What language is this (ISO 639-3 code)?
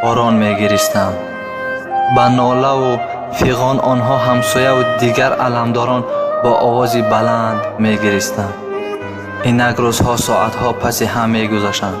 tgk